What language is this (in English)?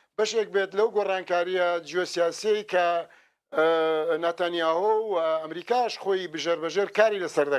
Central Kurdish